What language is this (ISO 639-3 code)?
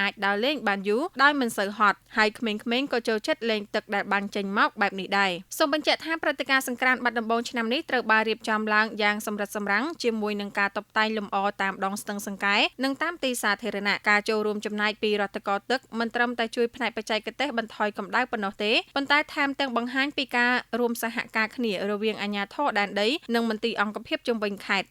khm